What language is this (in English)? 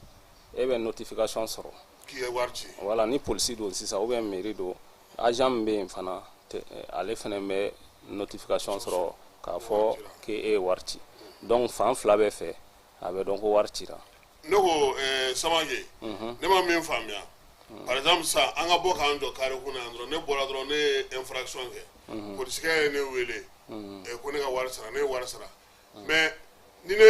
Bambara